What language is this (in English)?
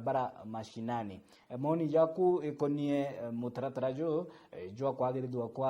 Meru